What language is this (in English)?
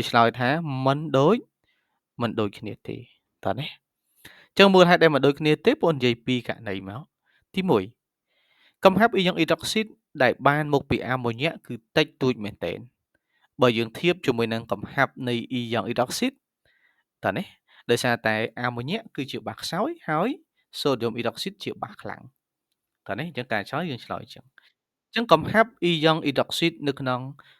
Khmer